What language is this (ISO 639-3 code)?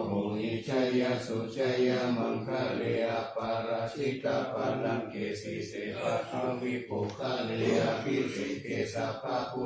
pli